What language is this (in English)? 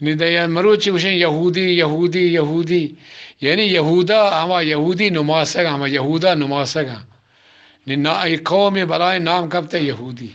Eastern Balochi